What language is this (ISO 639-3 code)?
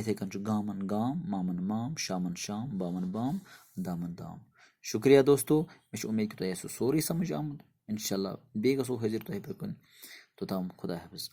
kas